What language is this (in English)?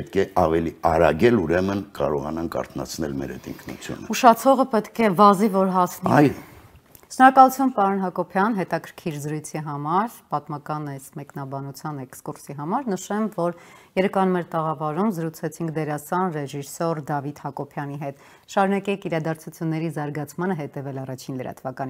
Armenian